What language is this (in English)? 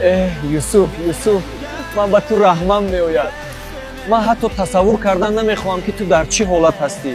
Tajik